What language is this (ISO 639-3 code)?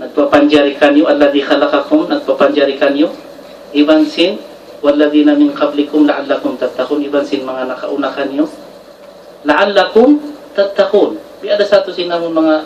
tsg